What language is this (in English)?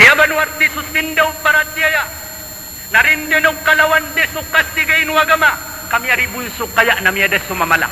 Maranao